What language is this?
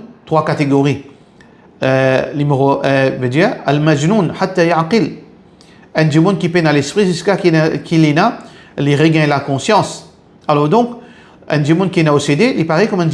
Morisyen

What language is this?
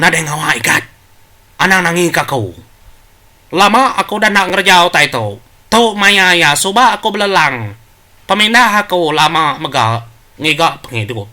Iban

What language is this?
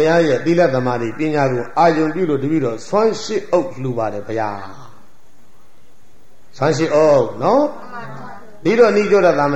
Burmese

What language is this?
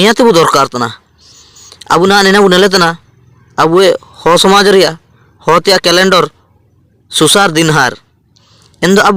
Ho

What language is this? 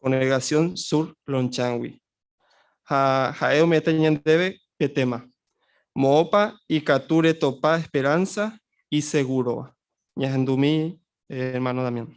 Guarani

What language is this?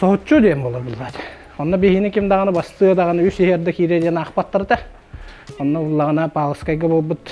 Yakut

